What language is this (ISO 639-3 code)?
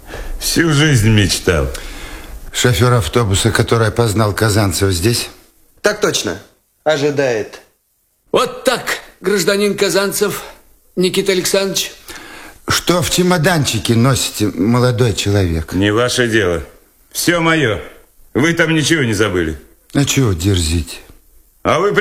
rus